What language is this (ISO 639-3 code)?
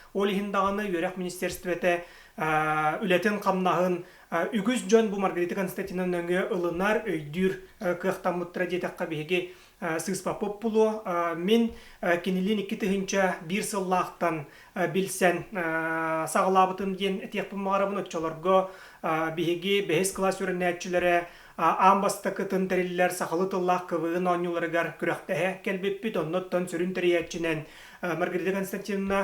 sah